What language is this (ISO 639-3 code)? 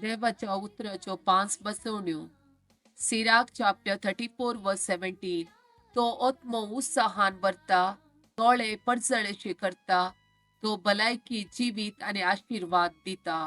kok